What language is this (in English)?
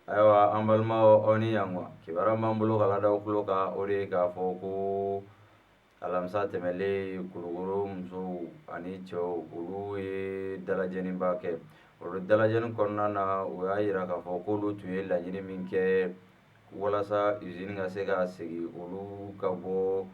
Bambara